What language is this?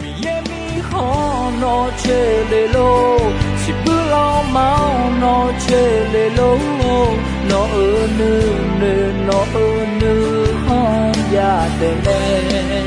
Akha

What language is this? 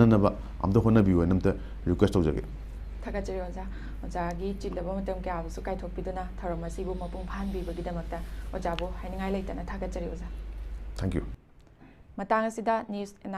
Manipuri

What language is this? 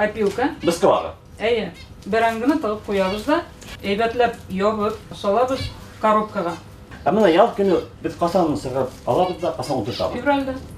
Bashkir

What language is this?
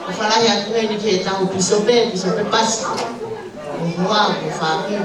Tongan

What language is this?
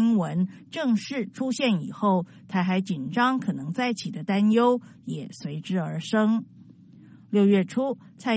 Chinese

